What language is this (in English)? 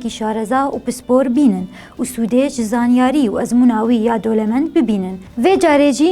Kurdish